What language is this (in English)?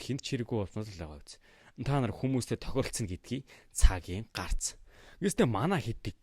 Mongolian